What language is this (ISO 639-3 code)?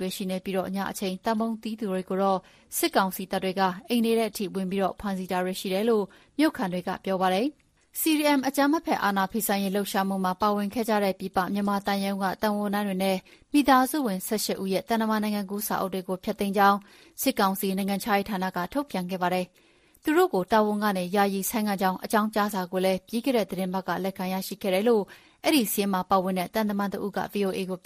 mya